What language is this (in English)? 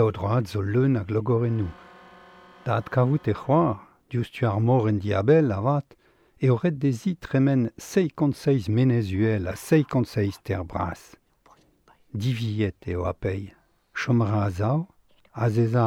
Breton